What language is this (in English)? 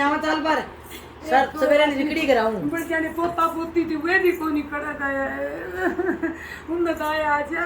Haryanvi